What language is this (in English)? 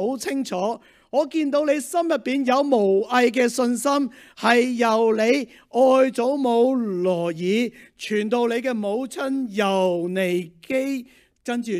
Cantonese